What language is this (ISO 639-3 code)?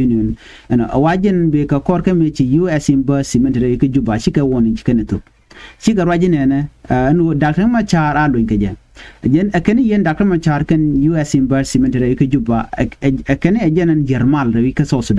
nus